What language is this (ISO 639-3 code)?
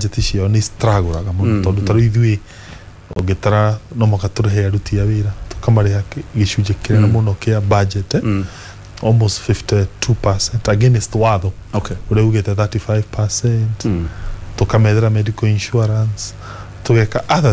kik